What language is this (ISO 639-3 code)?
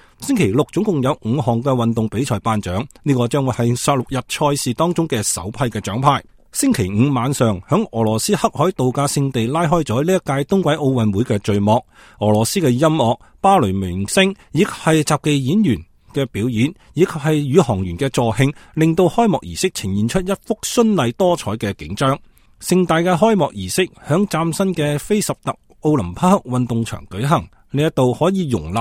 yue